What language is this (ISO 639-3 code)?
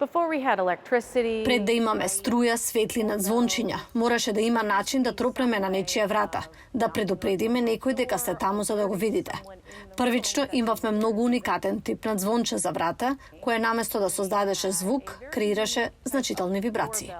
mkd